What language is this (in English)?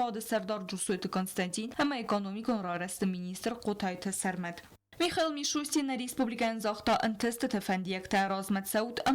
Ossetic